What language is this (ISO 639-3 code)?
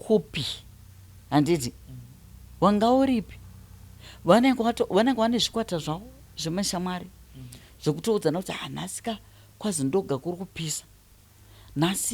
sna